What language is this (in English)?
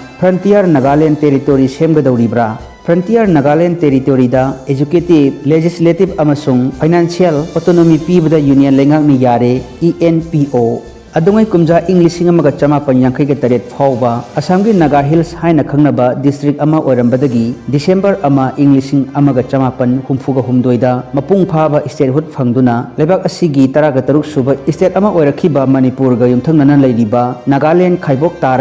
Manipuri